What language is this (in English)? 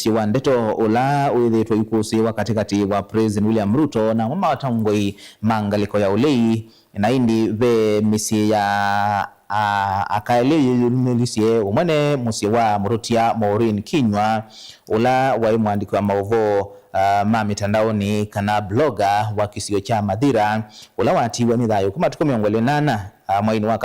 Kamba